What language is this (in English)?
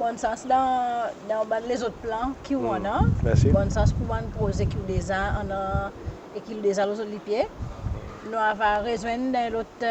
Seselwa Creole French